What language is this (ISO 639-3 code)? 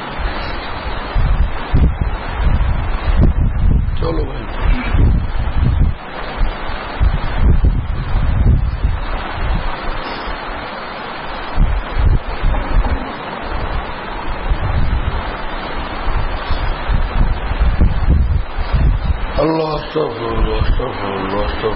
ben